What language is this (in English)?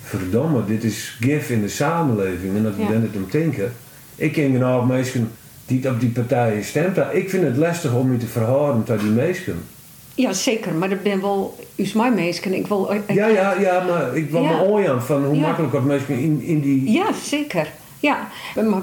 Western Frisian